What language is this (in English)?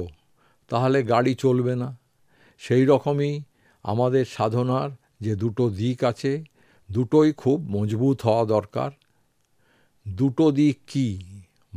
Bangla